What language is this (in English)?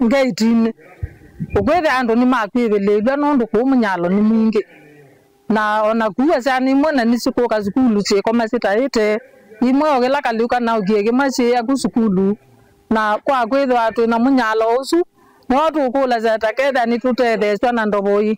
Kamba